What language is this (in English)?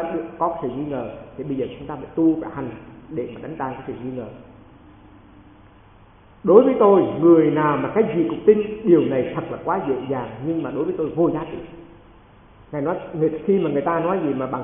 Vietnamese